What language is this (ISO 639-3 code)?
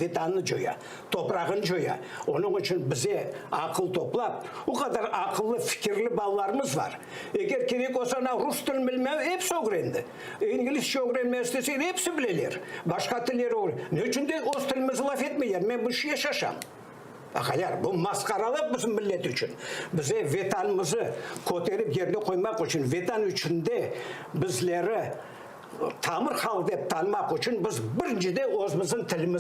crh